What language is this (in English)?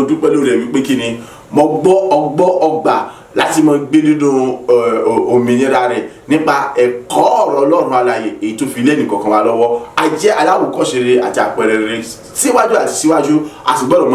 Yoruba